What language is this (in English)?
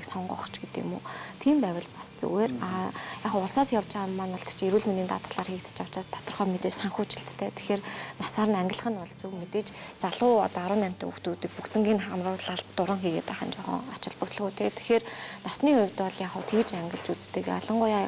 Mongolian